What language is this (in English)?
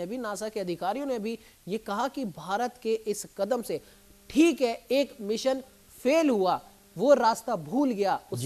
Hindi